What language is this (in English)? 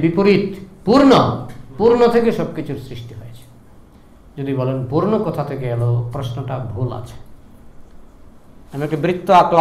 Bangla